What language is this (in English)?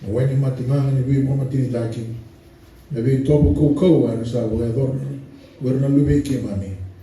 Fijian